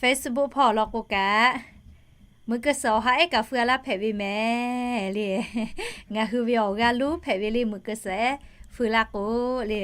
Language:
Lahu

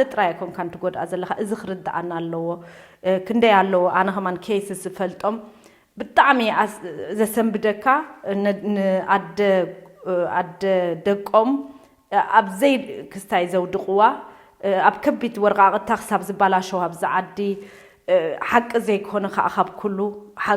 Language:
Tigrinya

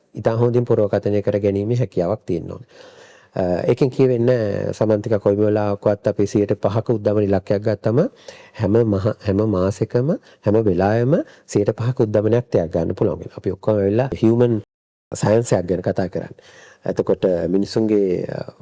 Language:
Sinhala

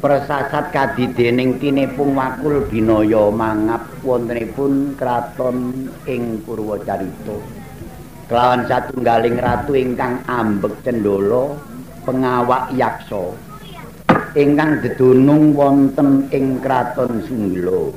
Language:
Javanese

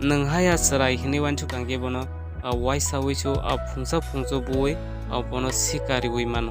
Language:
Kok Borok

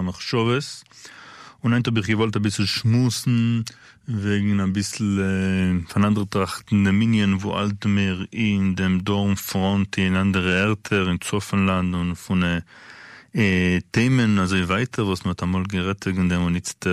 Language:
Yiddish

